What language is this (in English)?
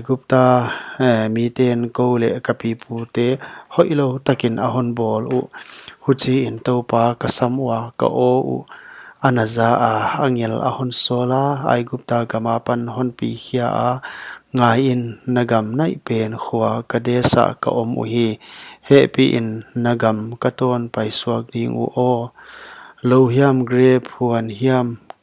Paite Chin